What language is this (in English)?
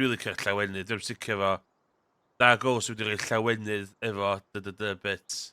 Welsh